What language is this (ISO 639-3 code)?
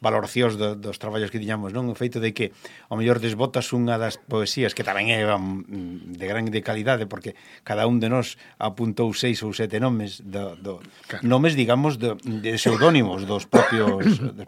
glg